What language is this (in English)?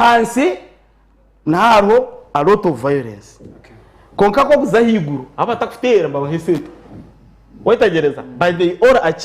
Nyankole